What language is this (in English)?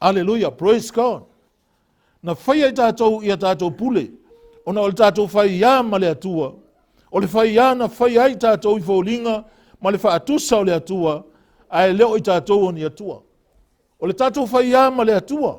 Samoan